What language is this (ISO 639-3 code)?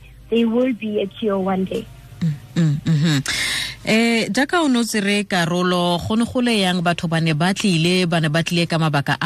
tsn